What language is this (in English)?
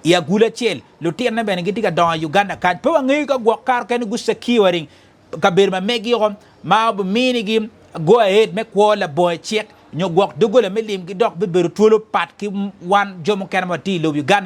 Acoli